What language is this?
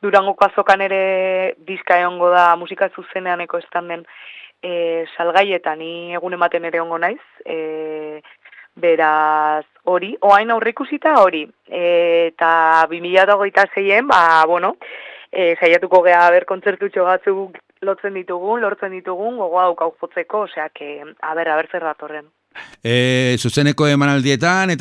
Basque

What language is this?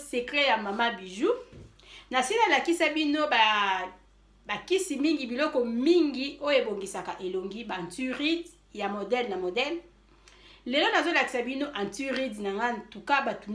Lingala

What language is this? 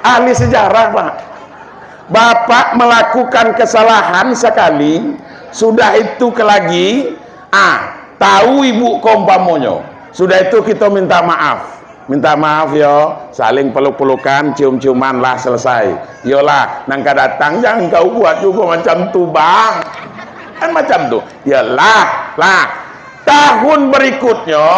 Minangkabau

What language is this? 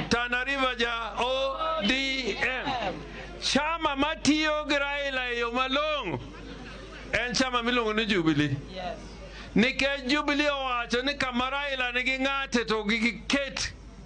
Luo (Kenya and Tanzania)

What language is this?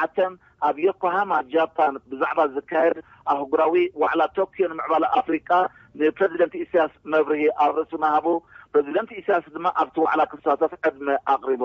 Tigrinya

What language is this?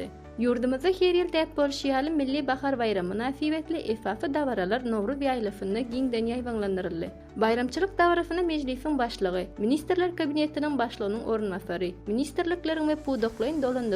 Turkmen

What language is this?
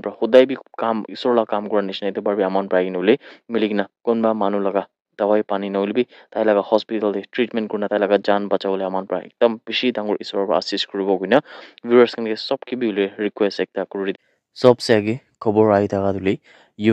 Naga Pidgin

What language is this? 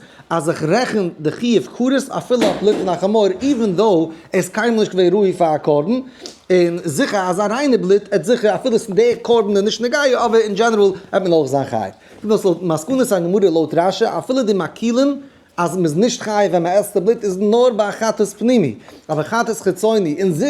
Yiddish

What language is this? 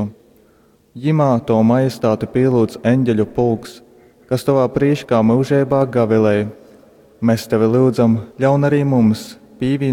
Latgalian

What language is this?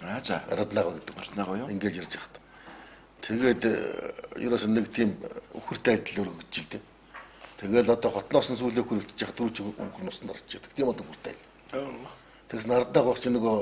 Mongolian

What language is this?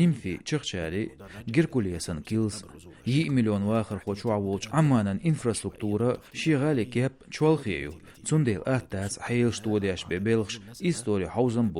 Chechen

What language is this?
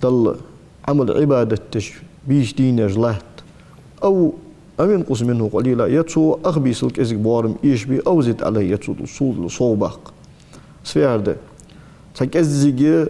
Ingush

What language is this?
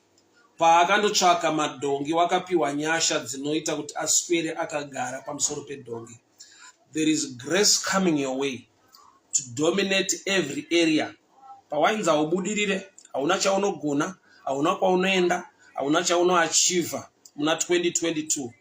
Shona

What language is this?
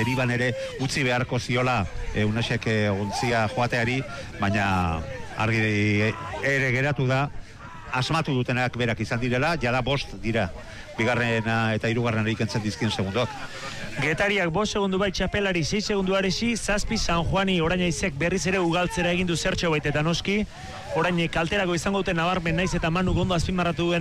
Basque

